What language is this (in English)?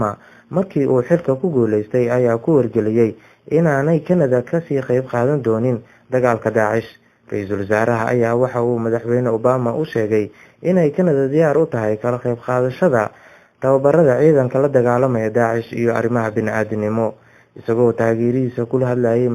Somali